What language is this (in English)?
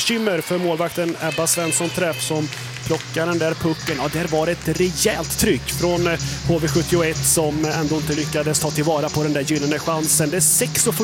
Swedish